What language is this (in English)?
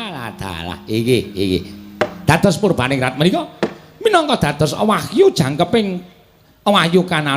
Javanese